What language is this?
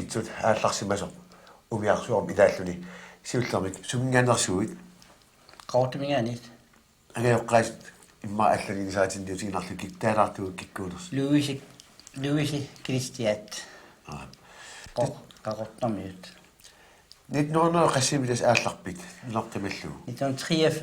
Kalaallisut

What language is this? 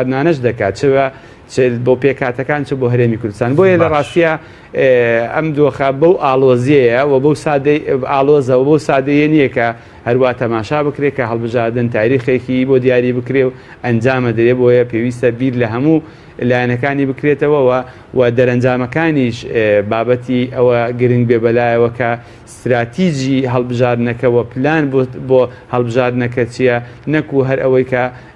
Central Kurdish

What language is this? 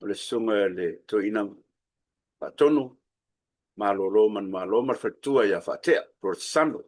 Samoan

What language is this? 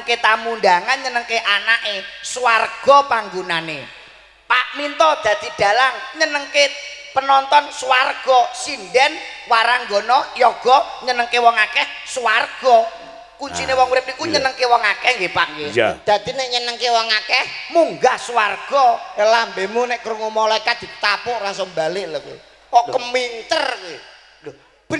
Javanese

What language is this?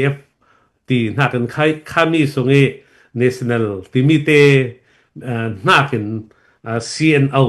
Falam Chin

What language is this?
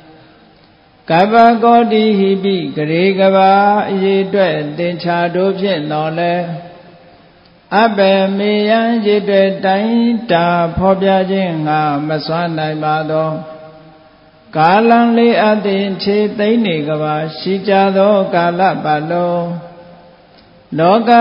Burmese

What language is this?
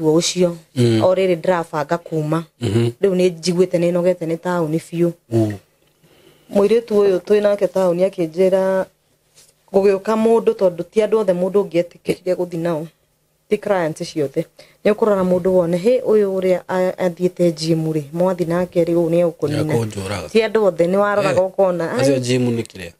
Kikuyu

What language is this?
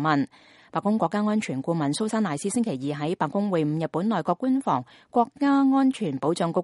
Cantonese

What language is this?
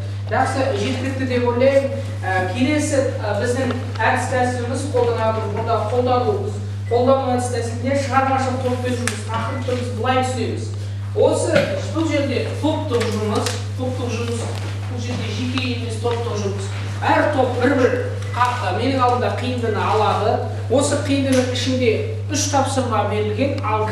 Kazakh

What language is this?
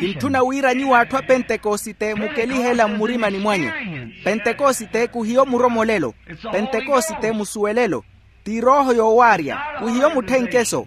Makhuwa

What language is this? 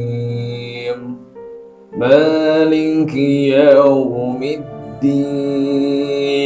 Banjar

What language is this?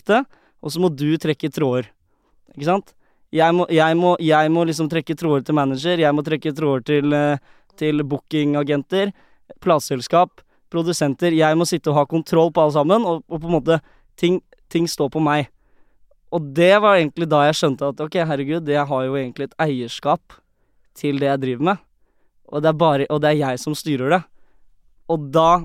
Norwegian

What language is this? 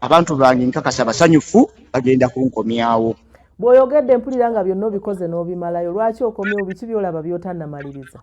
Ganda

